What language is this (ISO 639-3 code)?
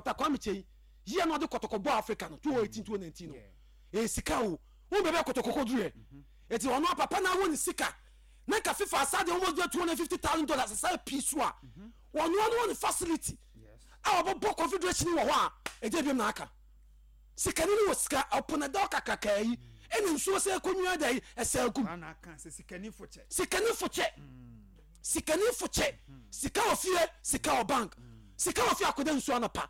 aka